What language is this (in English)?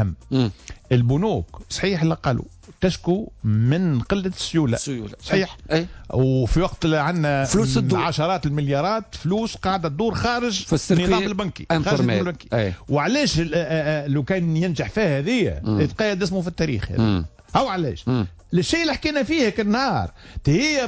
Tunisian Arabic